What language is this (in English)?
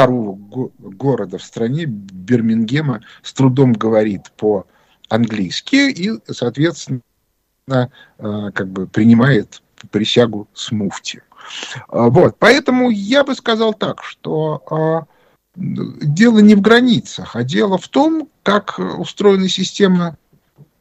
Russian